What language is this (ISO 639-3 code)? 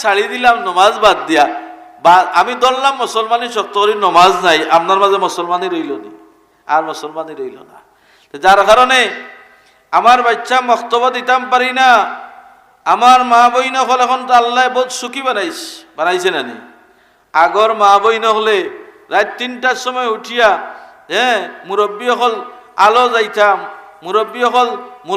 syl